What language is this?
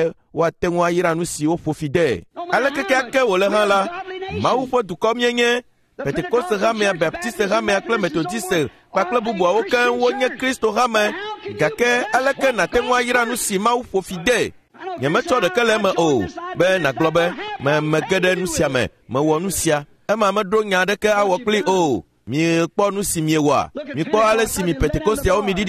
Ewe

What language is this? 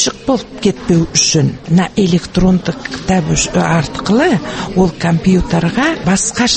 Kazakh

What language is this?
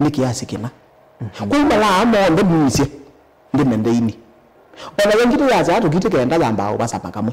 Kamba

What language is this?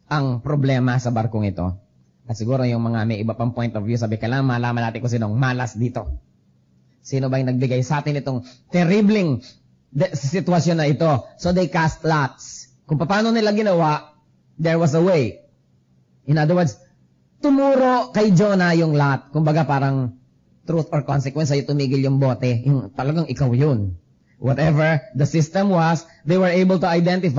Filipino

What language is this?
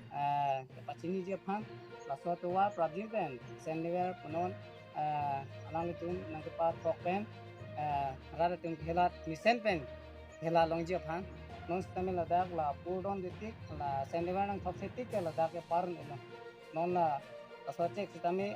Karbi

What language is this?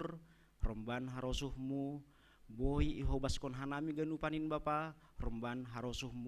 Batak Simalungun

